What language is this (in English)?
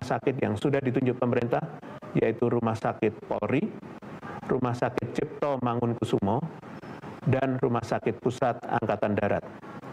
Indonesian